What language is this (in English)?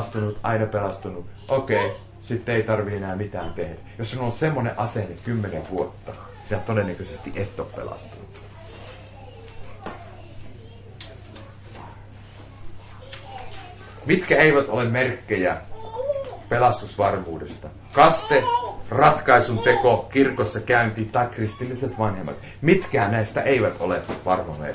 Finnish